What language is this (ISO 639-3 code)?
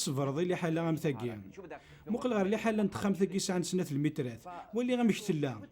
kab